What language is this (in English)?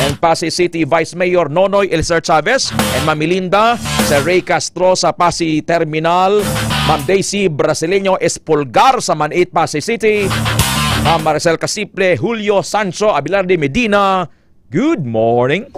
Hiligaynon